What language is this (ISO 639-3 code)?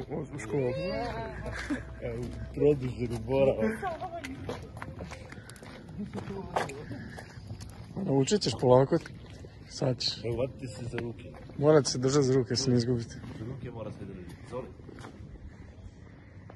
hrv